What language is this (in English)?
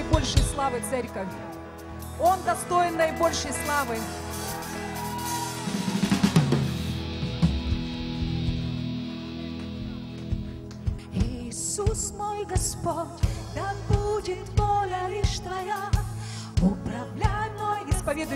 Russian